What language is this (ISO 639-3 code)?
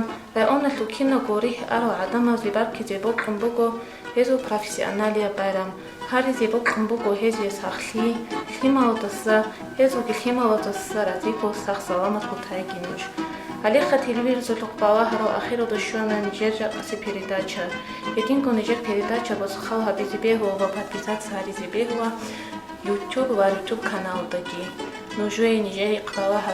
ava